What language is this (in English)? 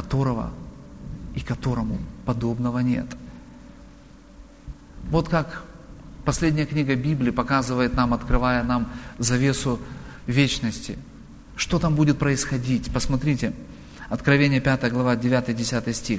Russian